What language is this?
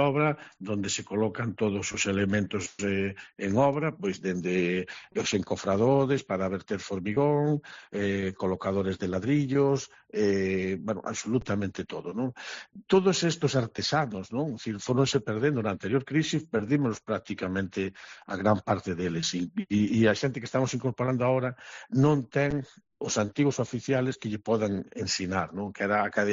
Galician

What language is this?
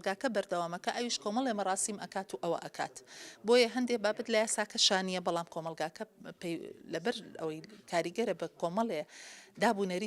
Central Kurdish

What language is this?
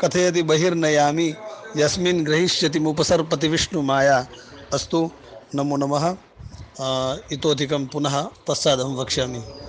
Sanskrit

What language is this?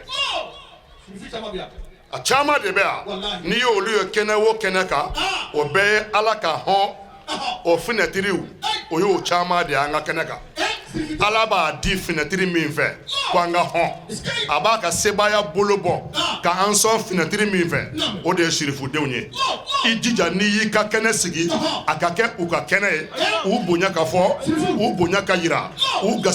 Bambara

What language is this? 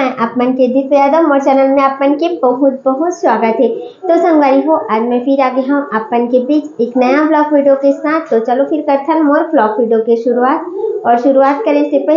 Chhattisgarhi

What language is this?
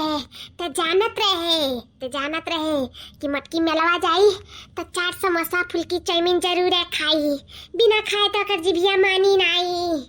Awadhi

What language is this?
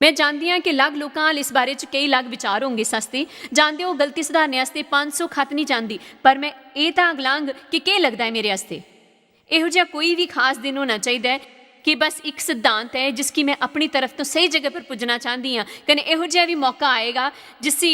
Dogri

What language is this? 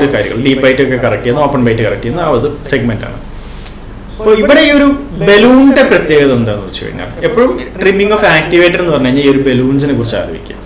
Malayalam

